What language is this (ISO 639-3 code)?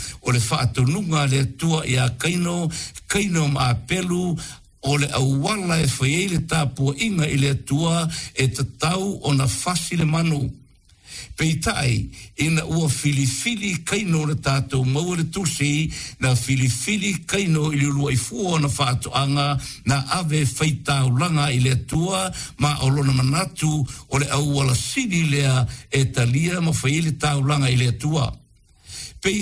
smo